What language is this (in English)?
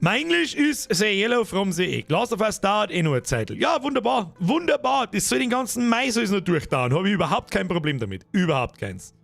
Bavarian